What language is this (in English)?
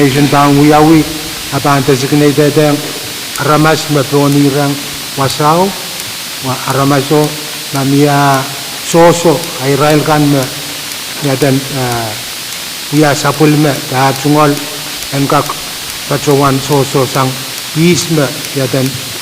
Pohnpeian